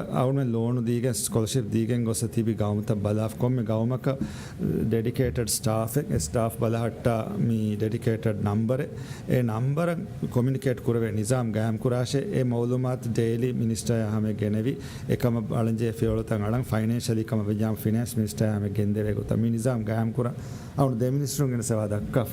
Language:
Divehi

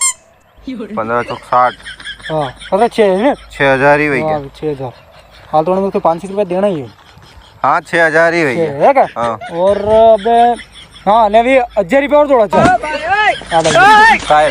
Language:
Rajasthani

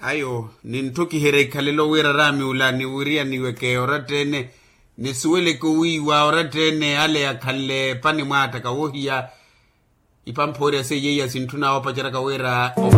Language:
Makhuwa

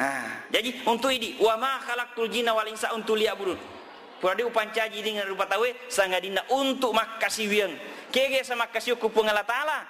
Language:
Buginese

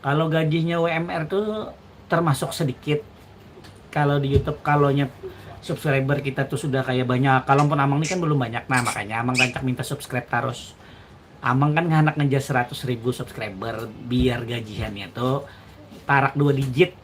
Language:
Banjar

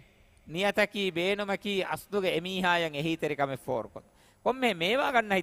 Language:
Divehi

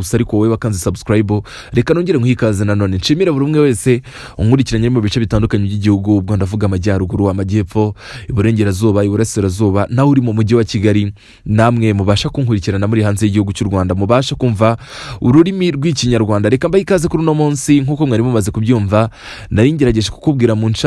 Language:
Kinyarwanda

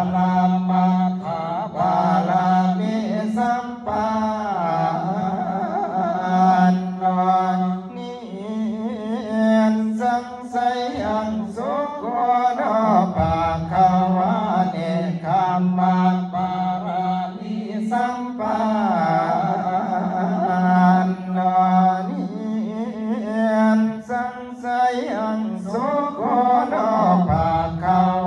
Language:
Pali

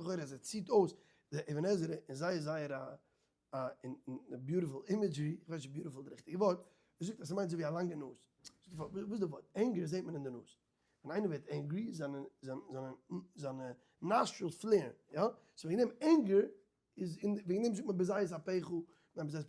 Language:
Yiddish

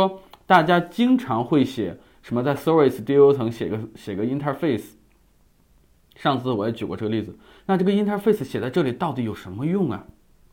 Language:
Chinese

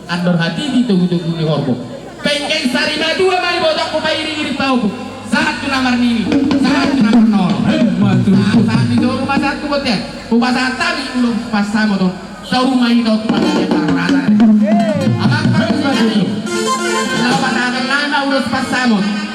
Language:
Batak Toba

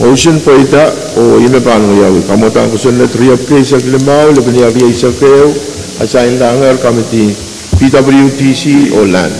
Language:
Pohnpeian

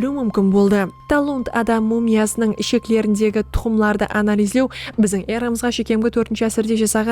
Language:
Kara-Kalpak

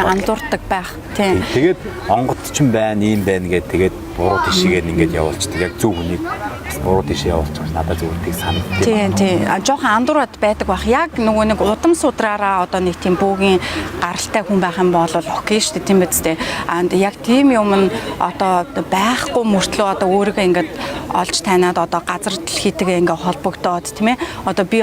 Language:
Mongolian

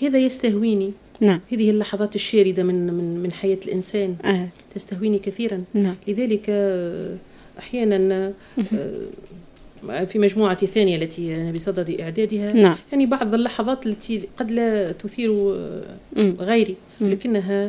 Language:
Tunisian Arabic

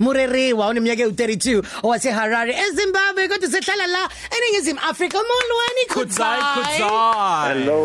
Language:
English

